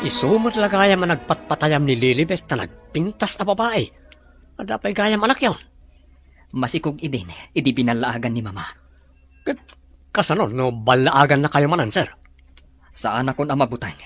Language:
Iloko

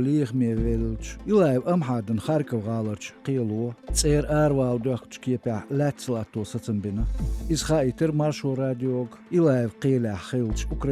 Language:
Chechen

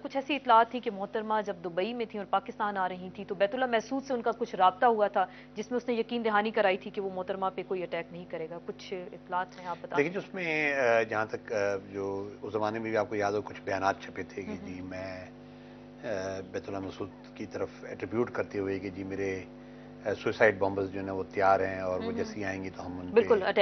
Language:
Urdu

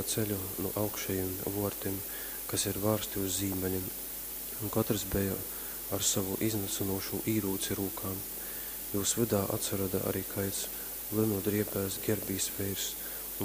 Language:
Latgalian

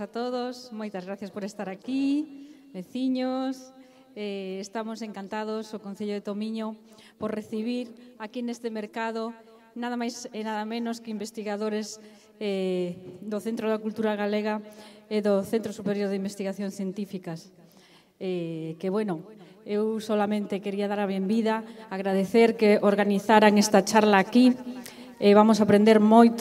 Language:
Galician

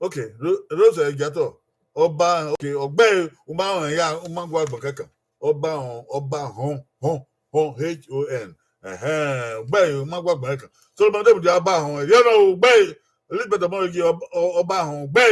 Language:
Bini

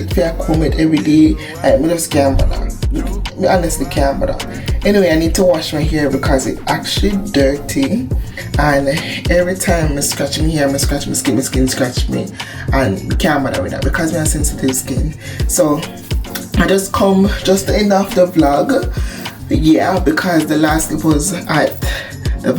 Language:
Jamaican Creole English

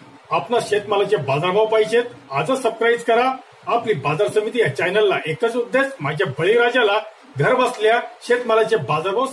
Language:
Marathi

